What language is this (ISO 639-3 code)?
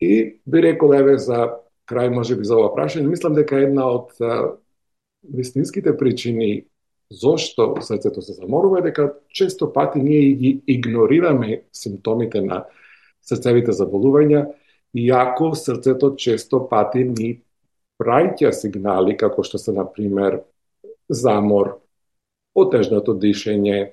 mkd